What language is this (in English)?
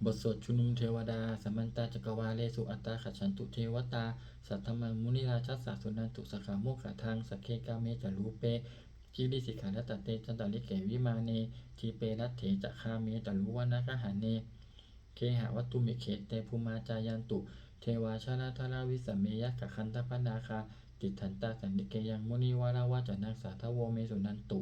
Pali